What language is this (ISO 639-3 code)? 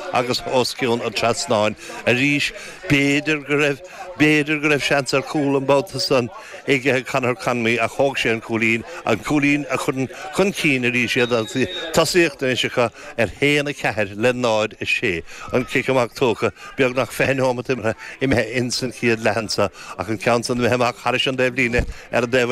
gle